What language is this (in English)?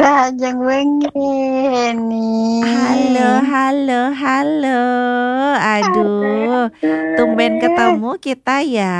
Balinese